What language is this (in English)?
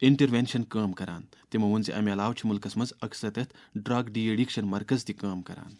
Kashmiri